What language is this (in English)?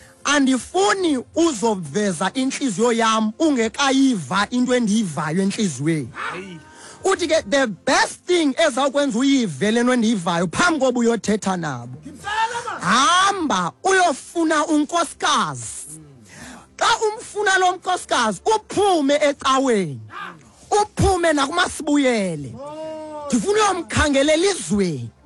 Xhosa